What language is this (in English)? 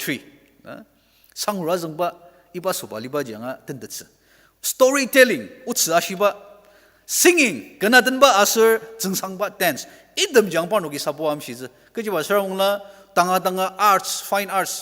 Ao Naga